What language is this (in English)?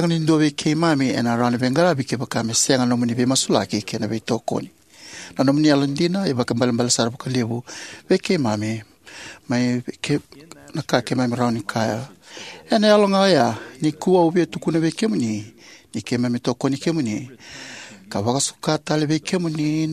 Fijian